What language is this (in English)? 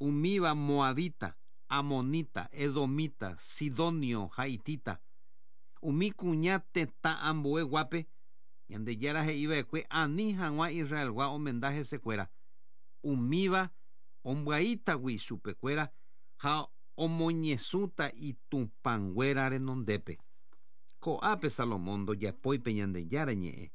Guarani